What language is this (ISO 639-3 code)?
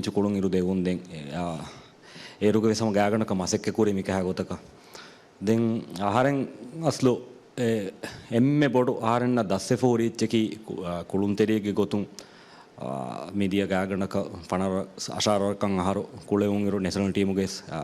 div